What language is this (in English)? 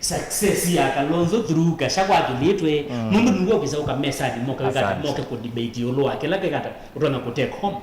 Kamba